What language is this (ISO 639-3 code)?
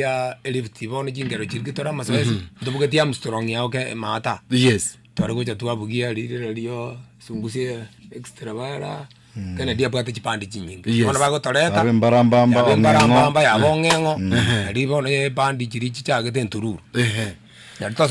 guz